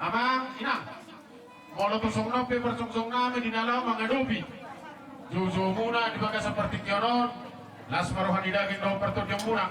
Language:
Batak Toba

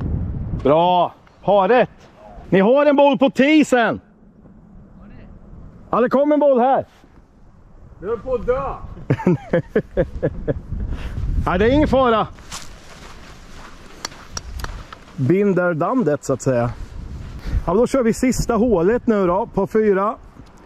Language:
Swedish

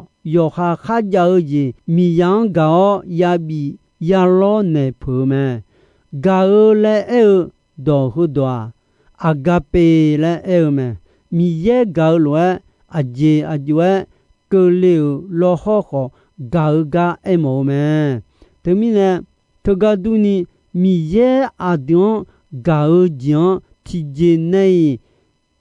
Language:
Akha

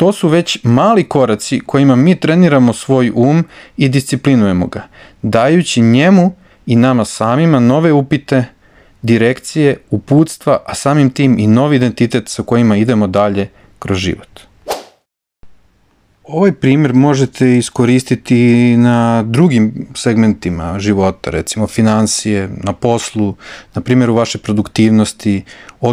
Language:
Serbian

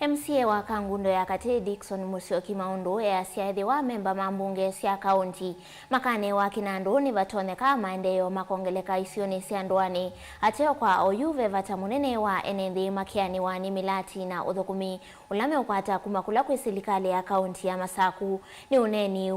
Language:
Kamba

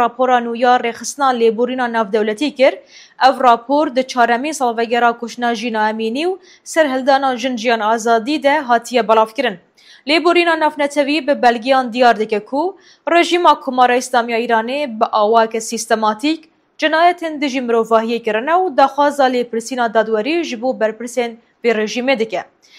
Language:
Kurdish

